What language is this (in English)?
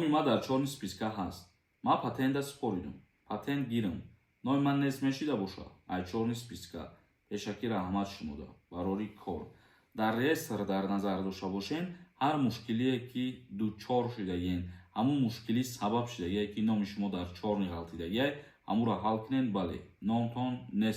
Tajik